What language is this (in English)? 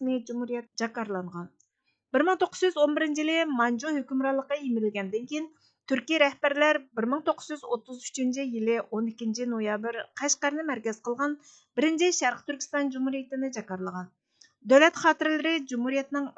Uyghur